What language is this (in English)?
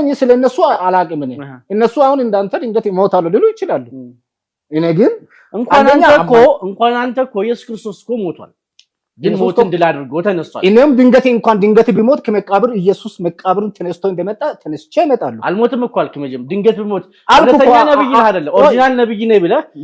Amharic